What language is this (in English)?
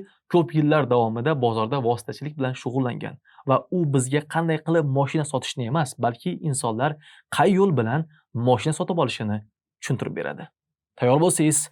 Uzbek